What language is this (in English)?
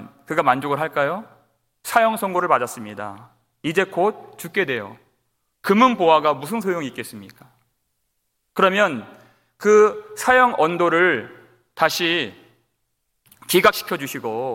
Korean